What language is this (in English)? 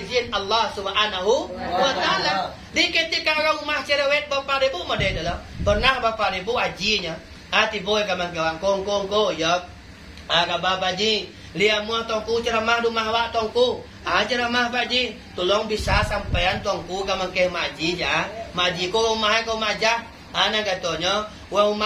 Minangkabau